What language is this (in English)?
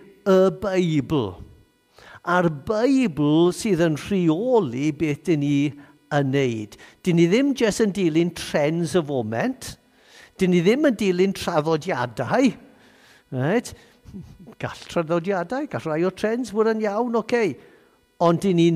Welsh